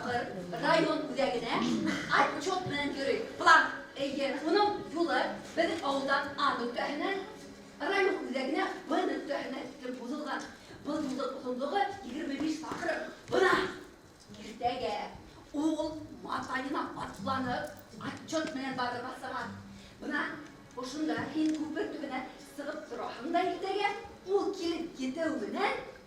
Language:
Bashkir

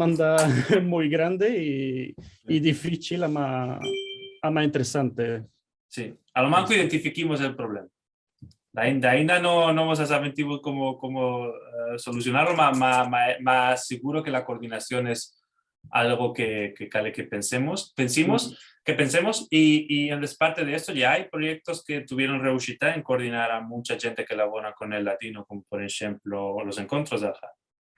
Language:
Ladino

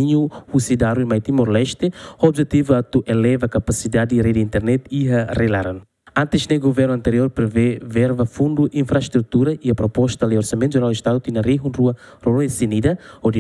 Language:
Tetum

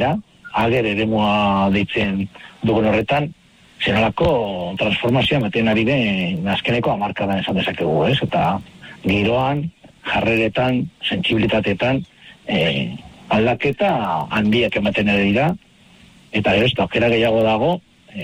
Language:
Basque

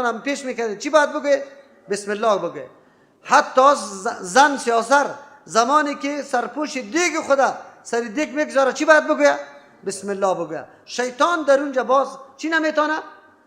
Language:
Persian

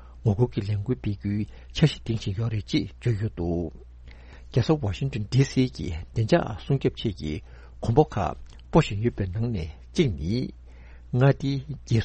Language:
Tibetan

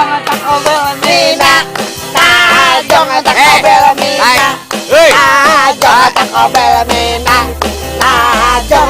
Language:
Betawi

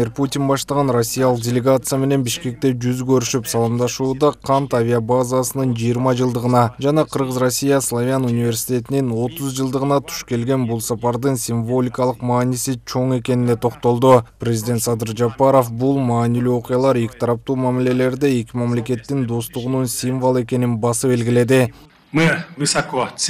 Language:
Kyrgyz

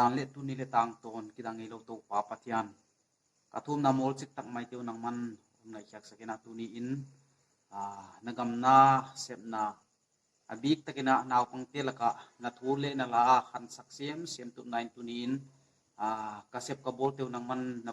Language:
Paite Chin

